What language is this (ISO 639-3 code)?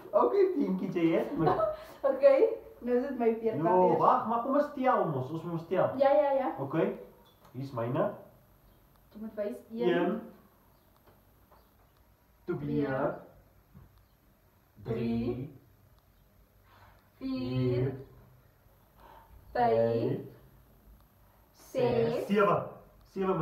afr